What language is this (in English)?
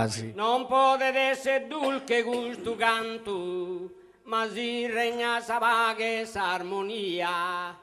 Sardinian